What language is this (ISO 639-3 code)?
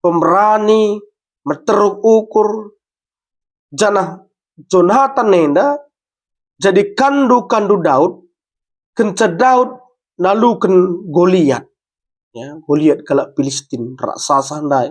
btx